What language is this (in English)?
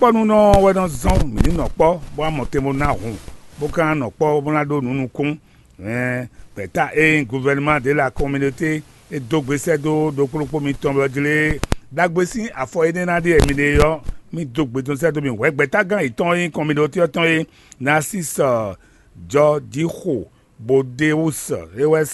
Fon